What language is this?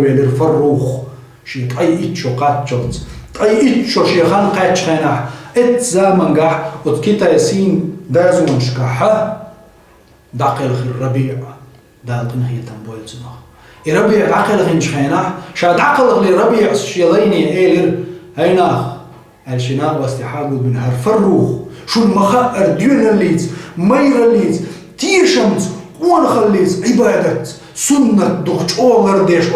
Chechen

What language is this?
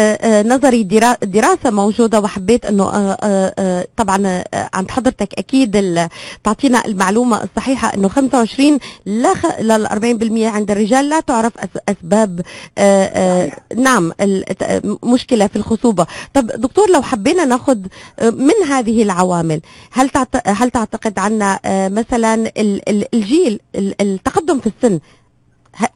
North Levantine Arabic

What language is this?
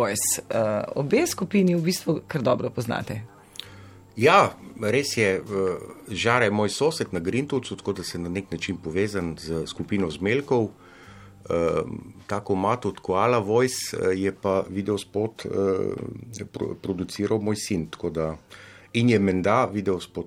Slovenian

